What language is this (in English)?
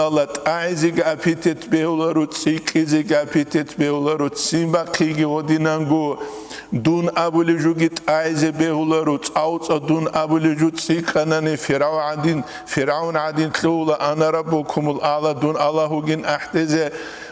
Avaric